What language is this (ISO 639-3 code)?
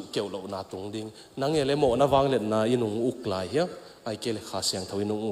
ctd